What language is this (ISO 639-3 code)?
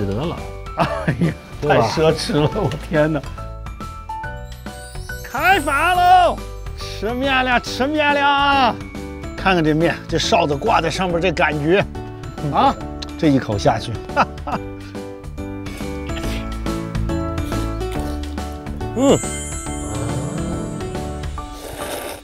zho